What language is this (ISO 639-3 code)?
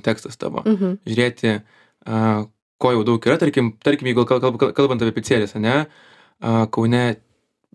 lit